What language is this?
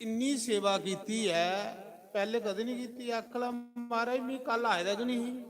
Dogri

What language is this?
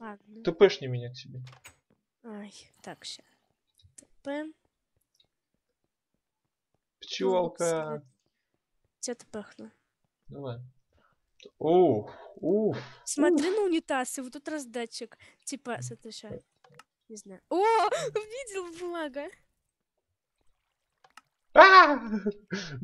Russian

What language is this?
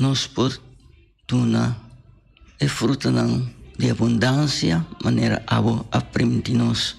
Papiamento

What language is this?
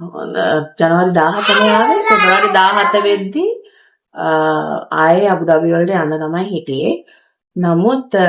Sinhala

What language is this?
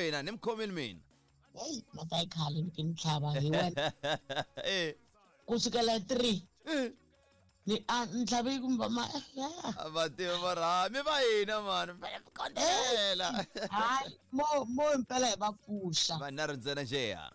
Tsonga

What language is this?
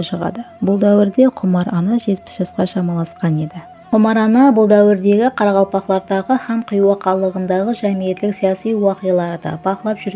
Kara-Kalpak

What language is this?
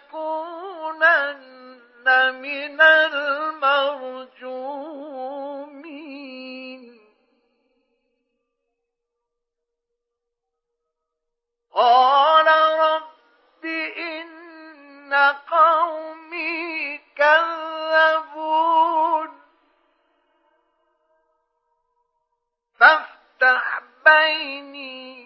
Arabic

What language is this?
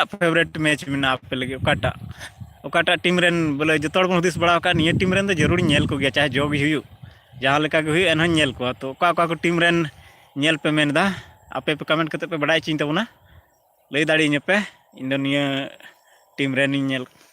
Santali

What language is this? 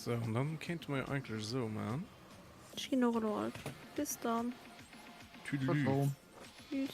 Luxembourgish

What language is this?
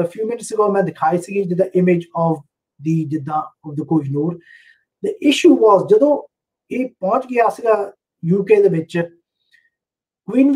Punjabi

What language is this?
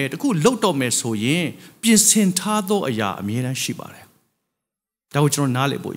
Burmese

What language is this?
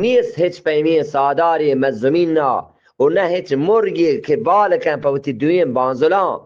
Eastern Balochi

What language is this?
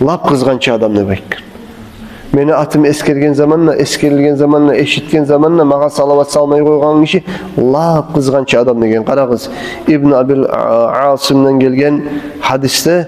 Kumyk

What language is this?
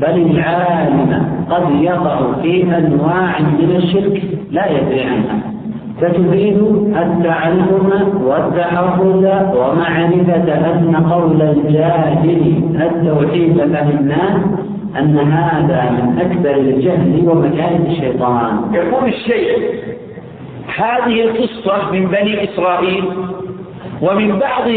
Arabic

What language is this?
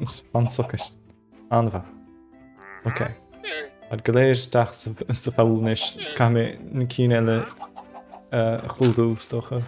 Irish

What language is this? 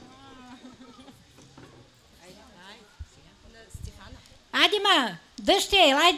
Bulgarian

